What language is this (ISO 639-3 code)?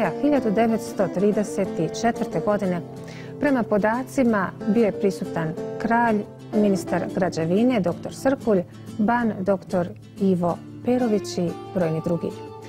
hrv